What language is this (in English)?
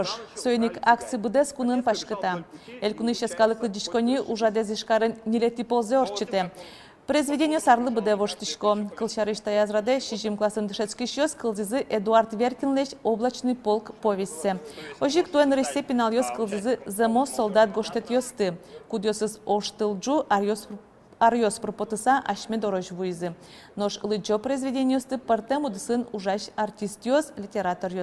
Udmurt